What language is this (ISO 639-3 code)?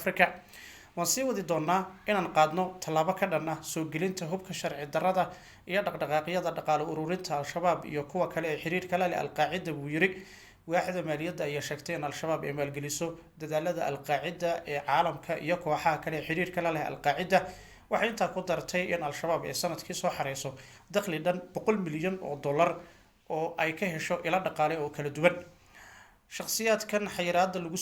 som